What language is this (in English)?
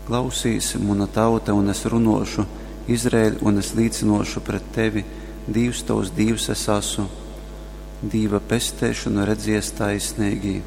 Latgalian